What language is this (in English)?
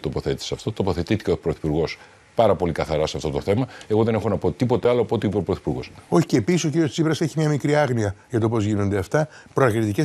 Greek